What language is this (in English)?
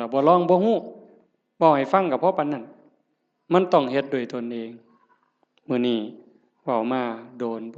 Northeastern Thai